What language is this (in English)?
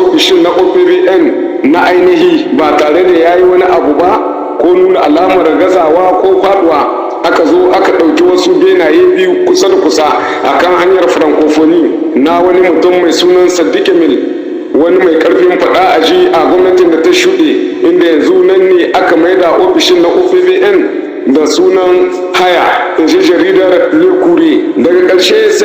Hausa